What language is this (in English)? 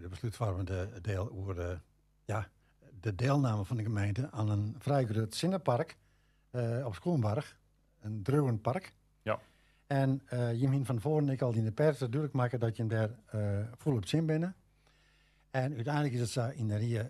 Western Frisian